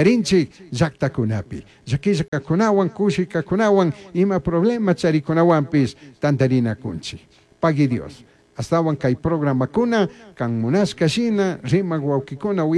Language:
Chimborazo Highland Quichua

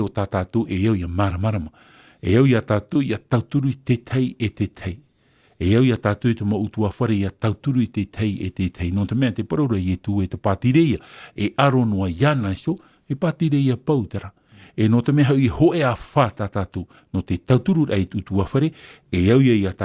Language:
Tahitian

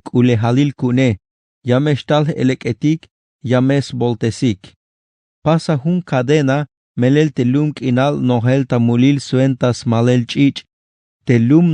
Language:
Tzeltal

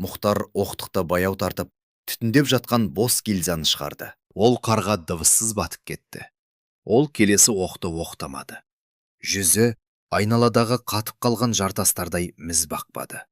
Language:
Kazakh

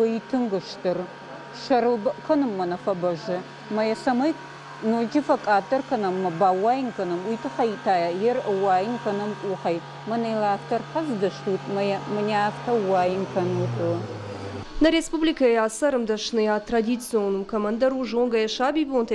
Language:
Ossetic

